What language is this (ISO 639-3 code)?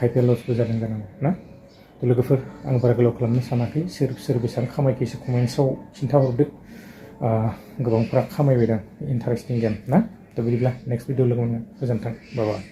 brx